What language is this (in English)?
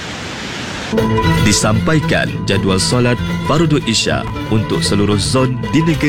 Malay